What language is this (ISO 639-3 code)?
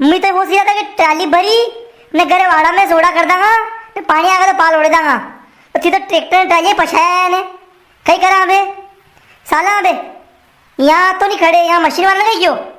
raj